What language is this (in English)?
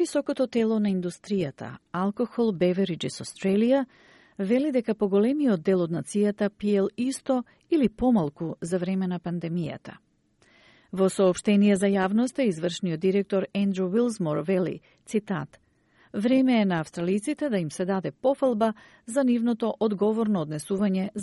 Macedonian